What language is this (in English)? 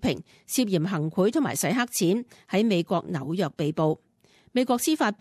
Cantonese